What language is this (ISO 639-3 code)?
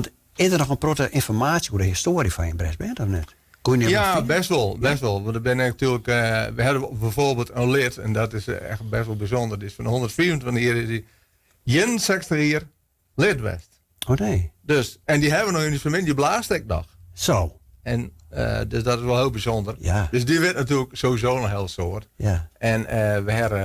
fry